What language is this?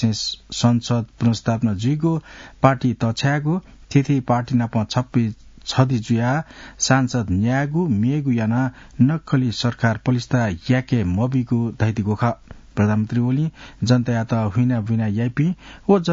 Newari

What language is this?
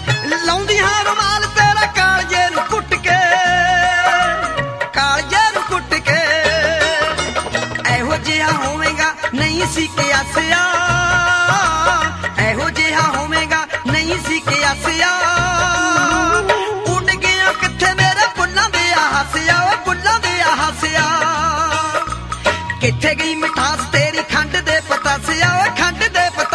Punjabi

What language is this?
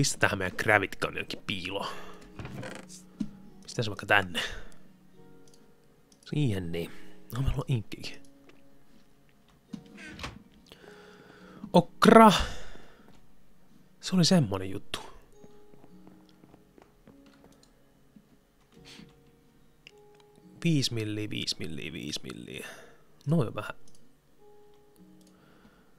Finnish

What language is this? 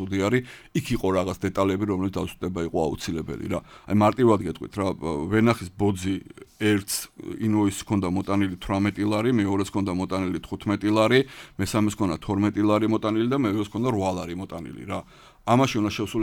Georgian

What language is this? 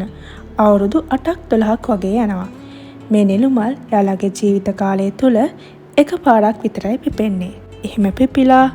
Sinhala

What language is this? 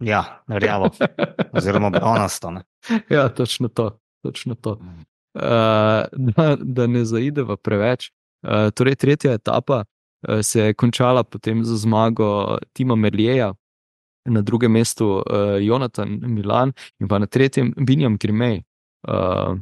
Slovenian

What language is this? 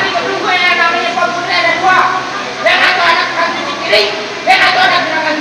Betawi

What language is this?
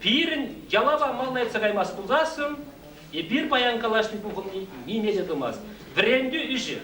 Chuvash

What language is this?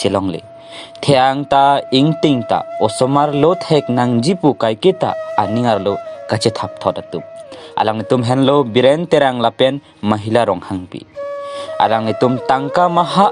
Karbi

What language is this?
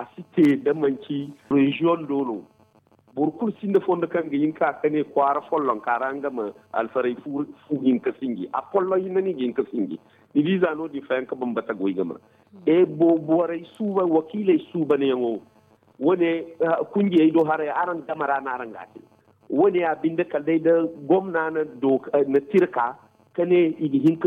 Zarma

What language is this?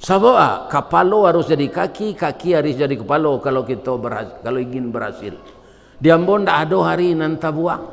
Minangkabau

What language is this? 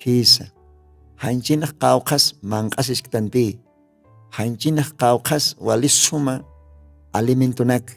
Aymara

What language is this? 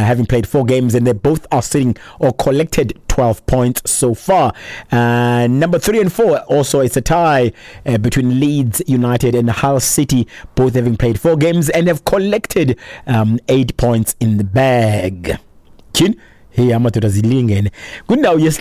Xhosa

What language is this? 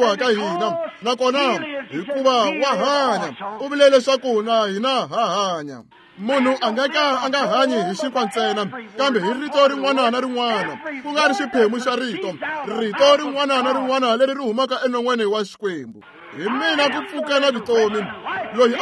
Tsonga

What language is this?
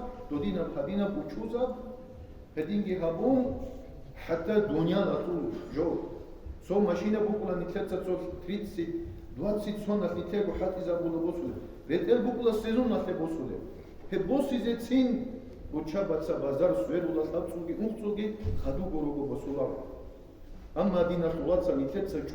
Avaric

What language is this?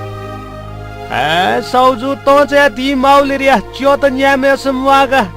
Newari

